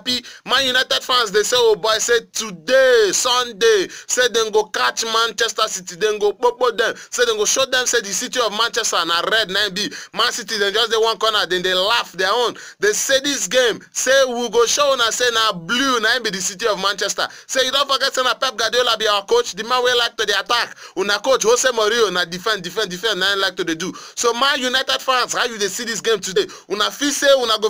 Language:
Nigerian Pidgin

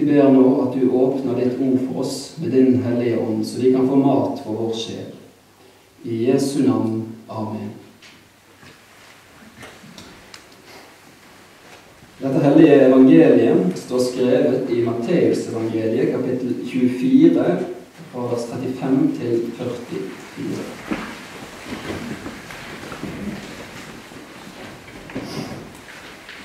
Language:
Norwegian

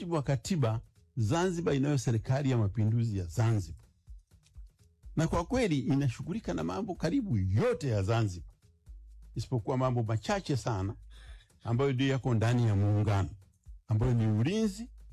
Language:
Swahili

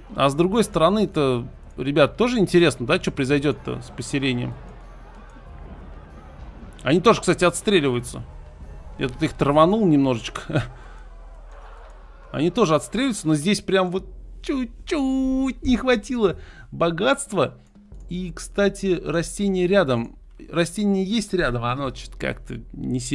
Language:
Russian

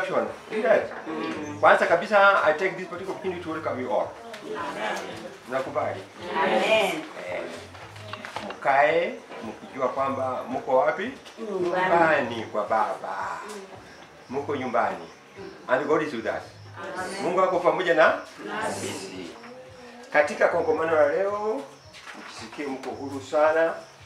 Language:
Swahili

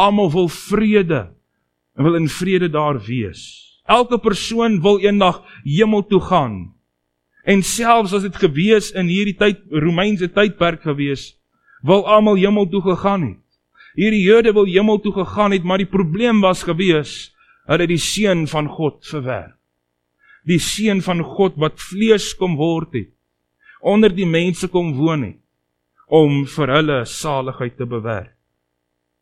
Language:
Afrikaans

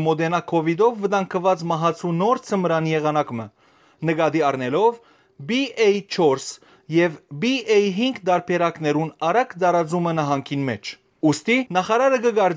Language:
Western Armenian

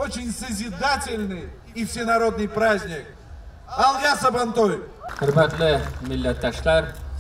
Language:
Tatar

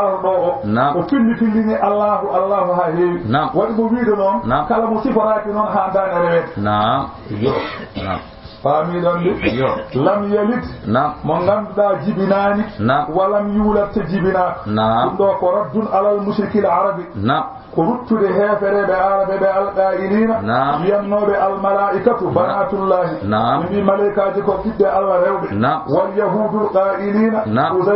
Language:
Fula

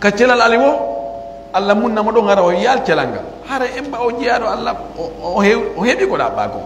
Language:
Pular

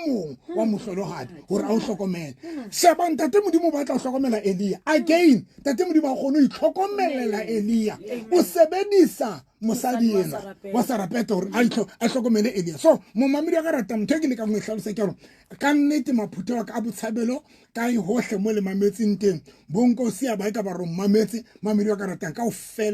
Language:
Southern Sotho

